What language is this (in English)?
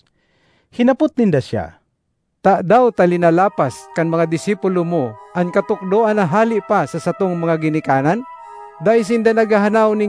Bikol